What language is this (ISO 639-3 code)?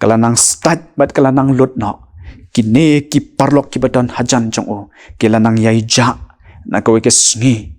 kha